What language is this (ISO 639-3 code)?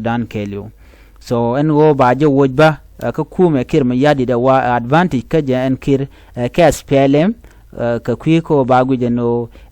nus